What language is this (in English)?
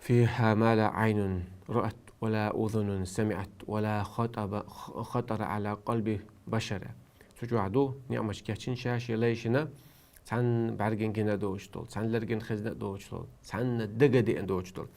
Chechen